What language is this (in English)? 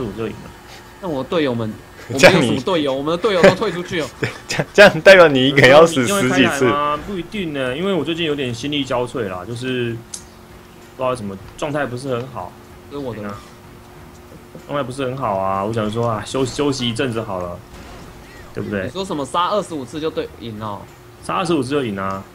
Chinese